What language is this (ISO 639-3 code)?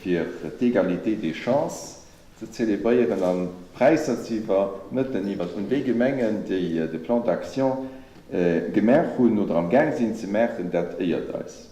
ltz